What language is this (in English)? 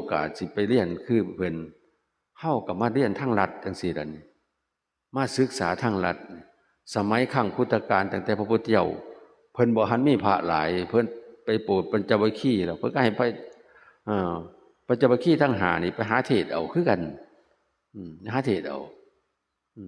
Northeastern Thai